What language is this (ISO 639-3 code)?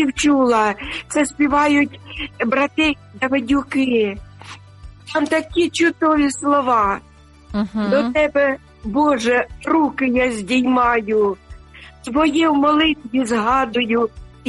ukr